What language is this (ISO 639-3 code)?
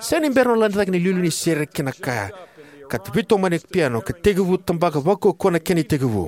fij